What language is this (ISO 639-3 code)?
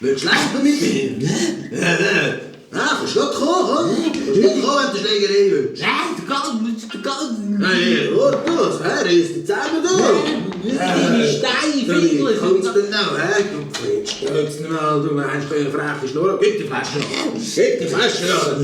gsw